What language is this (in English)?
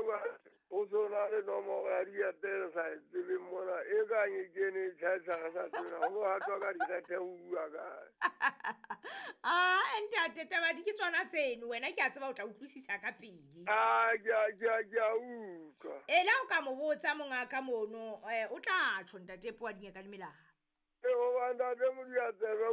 Southern Sotho